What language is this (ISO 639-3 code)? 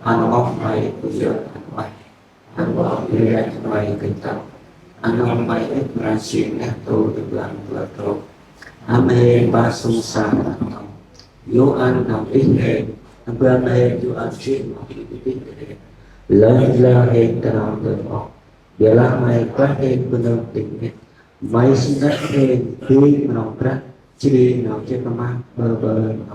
cmo